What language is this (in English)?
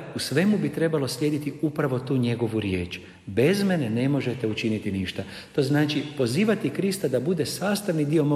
Croatian